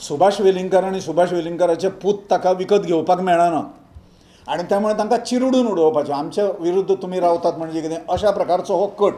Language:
Konkani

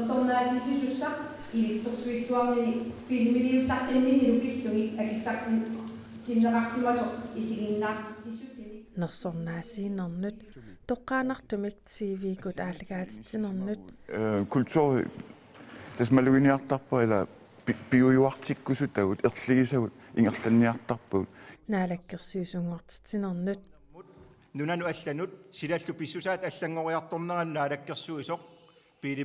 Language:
Kalaallisut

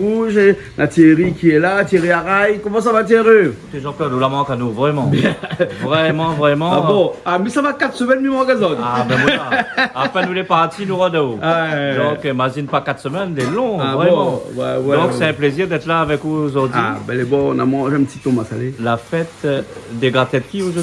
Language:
Réunion Creole French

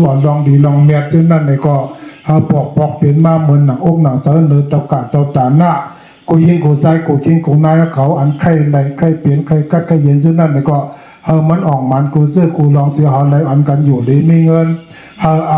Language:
Shan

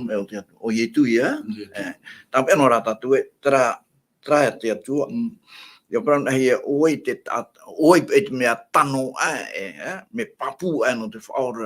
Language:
Tahitian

